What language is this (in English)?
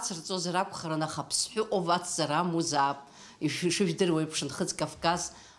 Abkhazian